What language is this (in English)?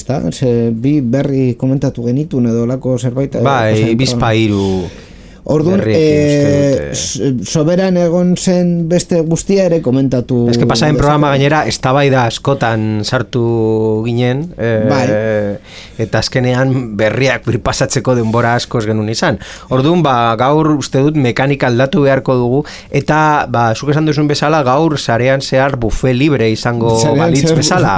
Basque